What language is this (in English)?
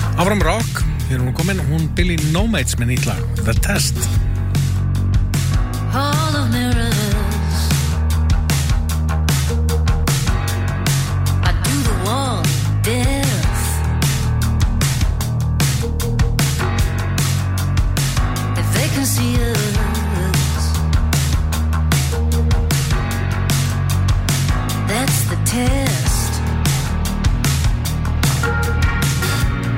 Icelandic